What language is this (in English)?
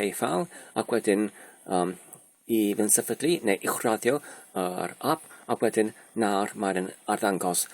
Welsh